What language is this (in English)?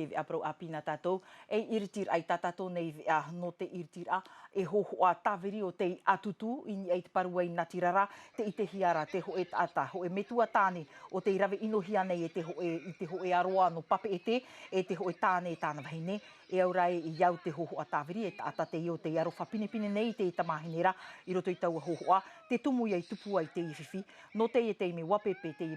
Tahitian